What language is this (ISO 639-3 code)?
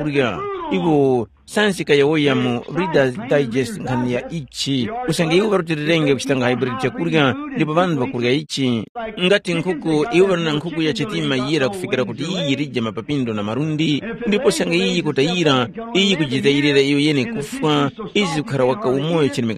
tum